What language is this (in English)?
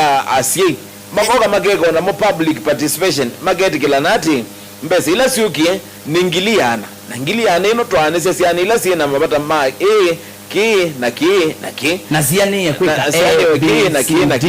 Kamba